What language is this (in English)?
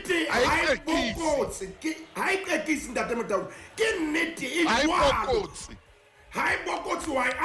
Southern Sotho